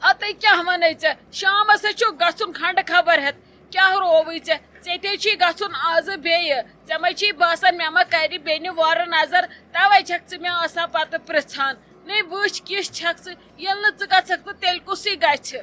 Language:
Kashmiri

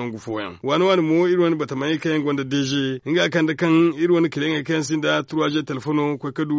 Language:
Zarma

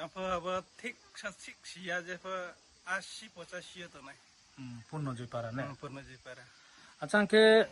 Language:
Riang (India)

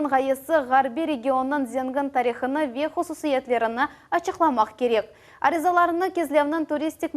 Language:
Crimean Tatar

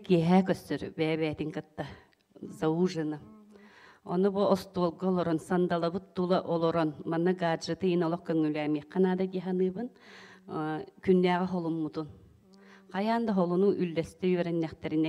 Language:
Yakut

